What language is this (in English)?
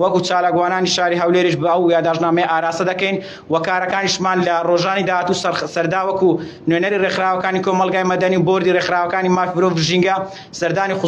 Central Kurdish